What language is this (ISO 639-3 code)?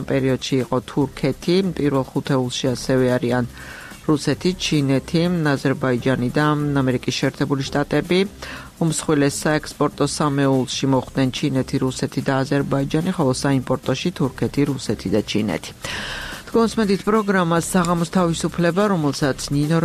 kat